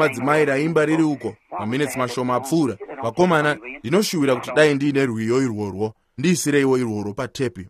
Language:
Shona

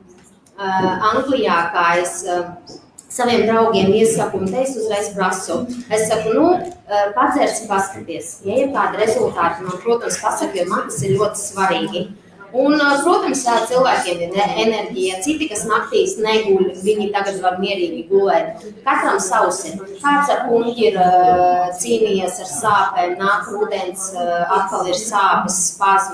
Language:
Latvian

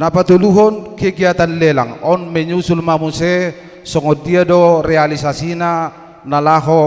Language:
Batak Toba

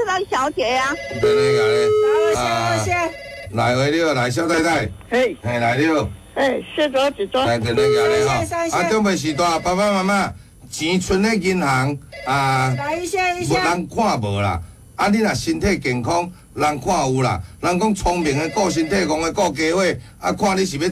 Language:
Min Nan Chinese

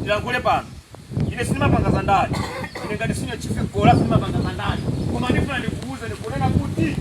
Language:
Nyanja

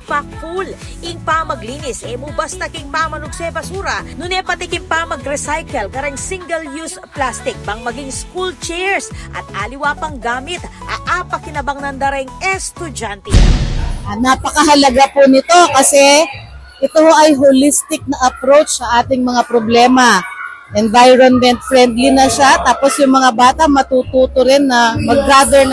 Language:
Pampanga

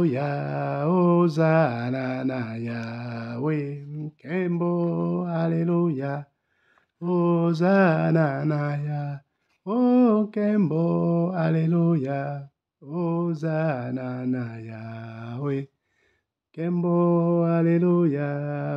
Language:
Lingala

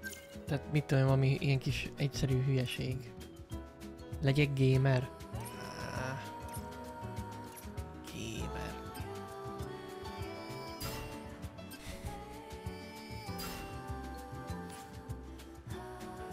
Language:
Hungarian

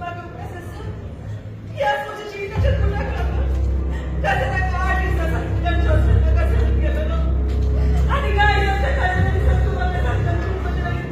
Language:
Konkani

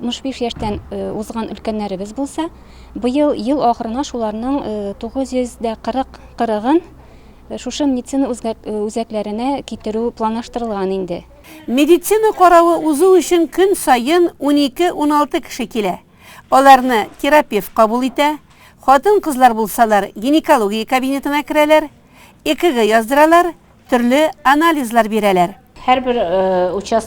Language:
Tatar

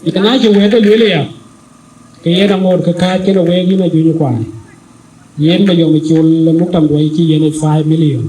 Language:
Dinka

